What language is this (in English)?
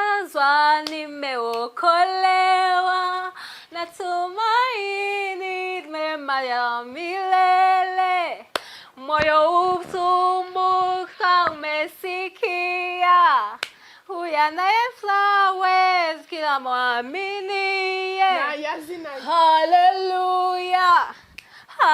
Kinyarwanda